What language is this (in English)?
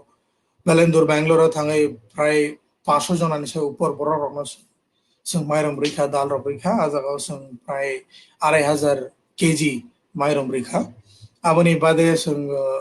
Kok Borok